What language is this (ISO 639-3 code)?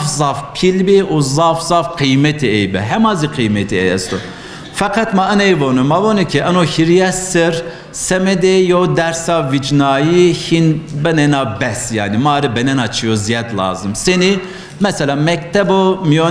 zza